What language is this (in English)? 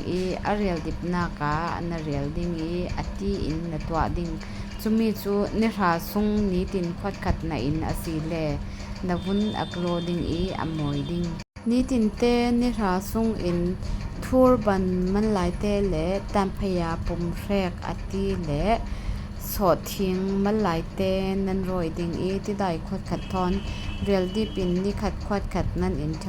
Falam Chin